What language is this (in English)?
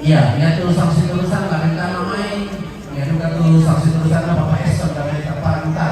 Toraja-Sa'dan